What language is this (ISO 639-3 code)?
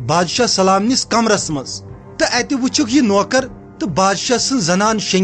kas